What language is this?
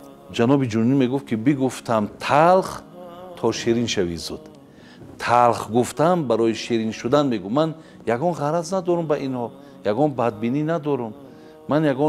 Tajik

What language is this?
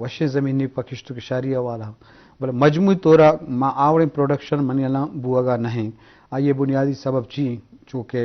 Eastern Balochi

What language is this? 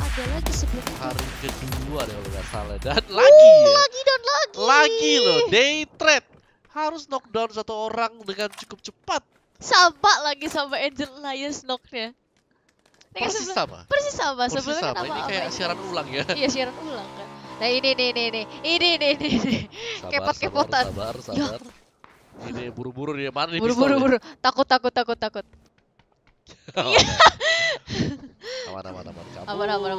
Indonesian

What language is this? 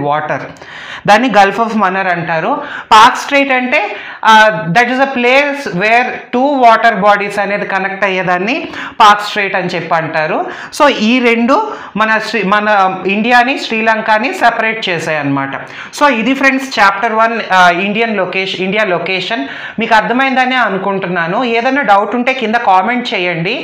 Telugu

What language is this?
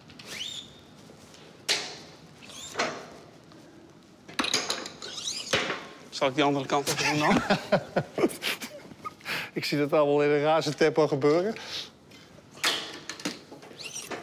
Dutch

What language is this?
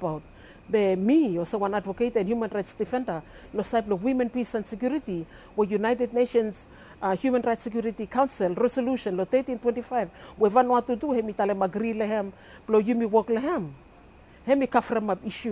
Bislama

